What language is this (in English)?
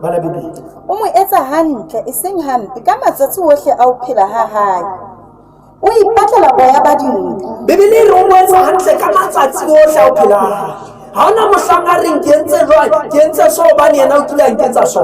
Southern Sotho